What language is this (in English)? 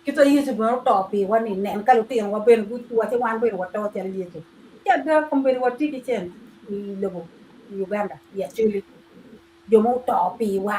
Acoli